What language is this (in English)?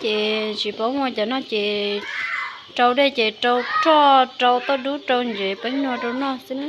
Hmong